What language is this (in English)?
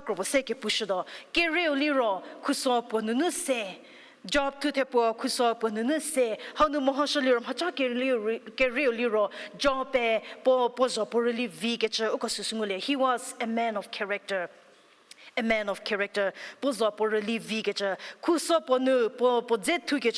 Angami Naga